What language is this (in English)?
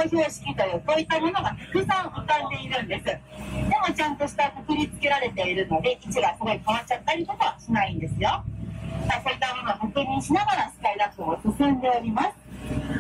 Japanese